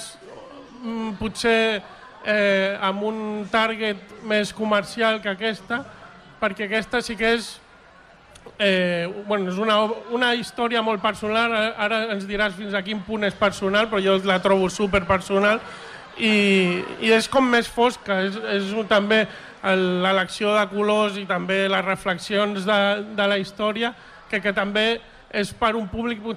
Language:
Catalan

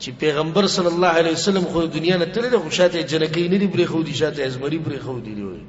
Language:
Pashto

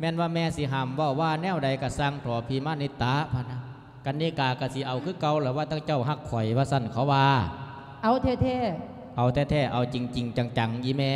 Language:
Lao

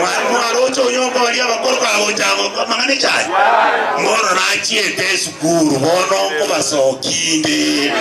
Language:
Gusii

